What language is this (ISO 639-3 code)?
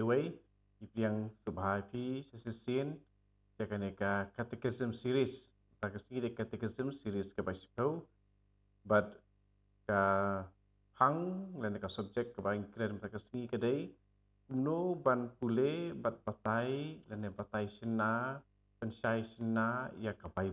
kha